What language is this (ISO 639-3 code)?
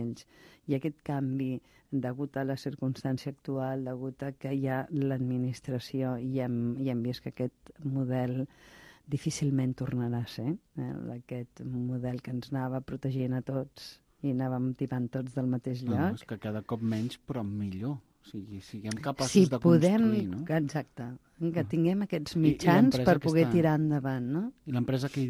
cat